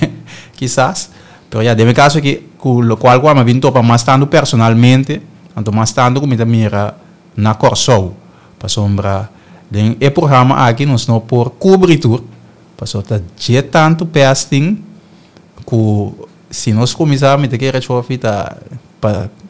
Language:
Papiamento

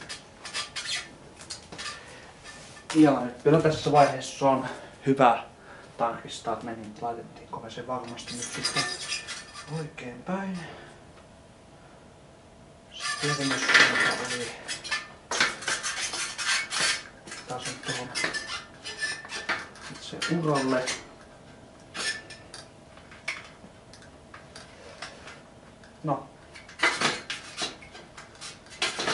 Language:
Finnish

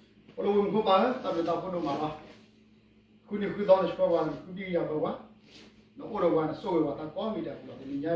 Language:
S'gaw Karen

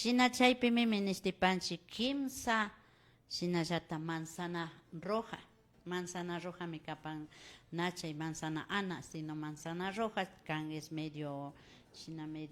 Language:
Imbabura Highland Quichua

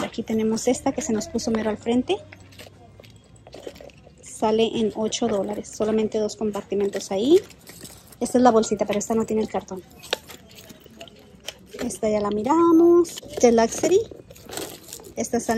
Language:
Spanish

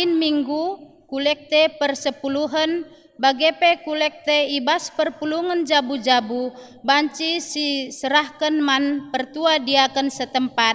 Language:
Batak Karo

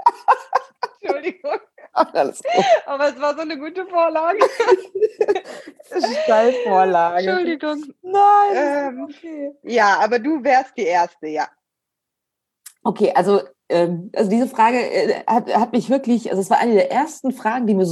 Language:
German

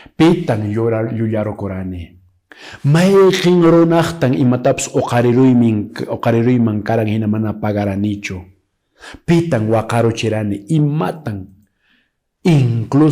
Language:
Quechua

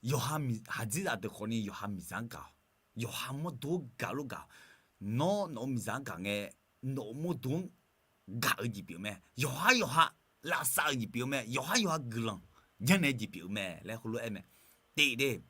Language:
Akha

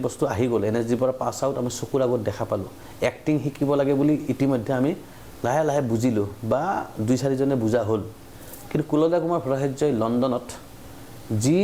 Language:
Assamese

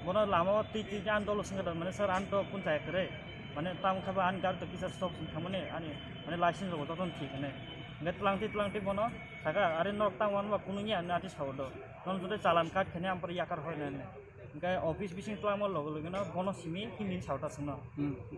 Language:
Riang (India)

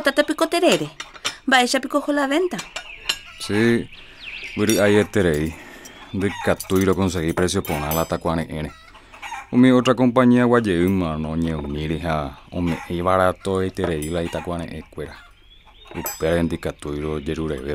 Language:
Guarani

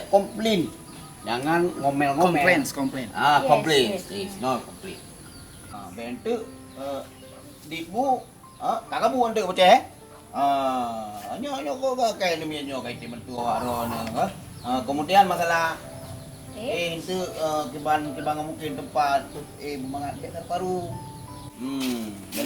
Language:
Achinese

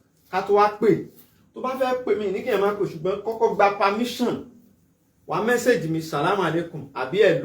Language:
Yoruba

